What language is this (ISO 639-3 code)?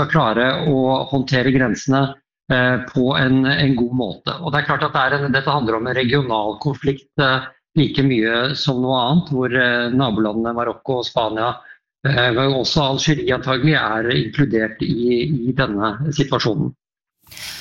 nor